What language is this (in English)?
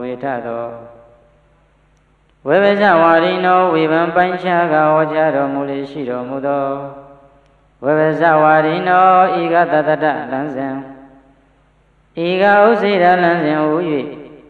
Burmese